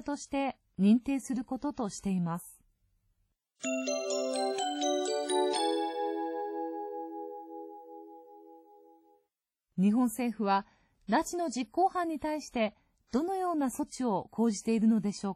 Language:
Japanese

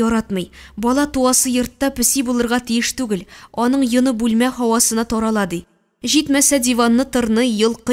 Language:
Tatar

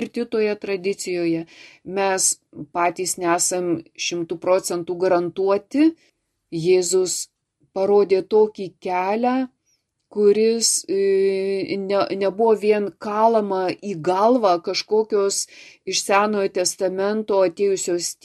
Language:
Lithuanian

